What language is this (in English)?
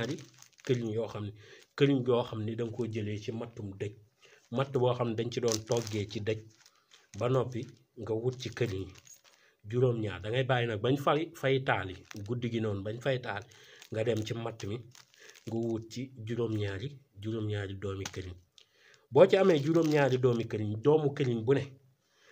Wolof